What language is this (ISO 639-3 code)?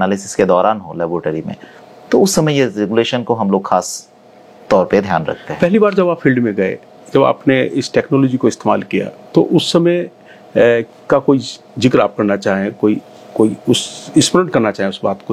hin